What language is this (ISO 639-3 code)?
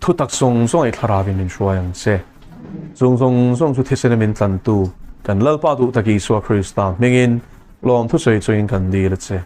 lus